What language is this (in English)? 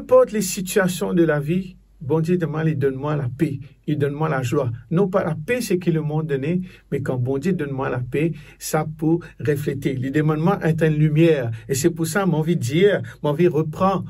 Morisyen